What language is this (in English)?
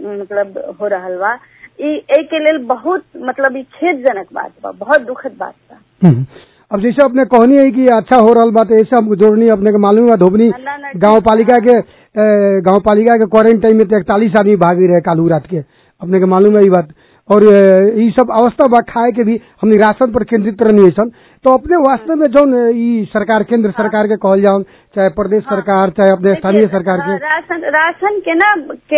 Bhojpuri